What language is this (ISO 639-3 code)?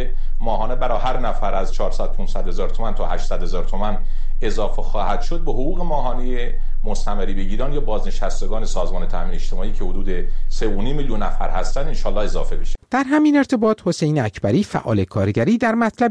fas